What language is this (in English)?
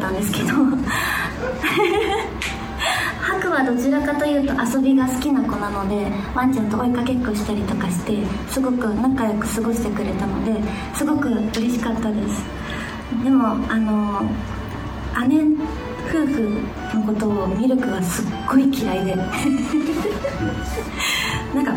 Japanese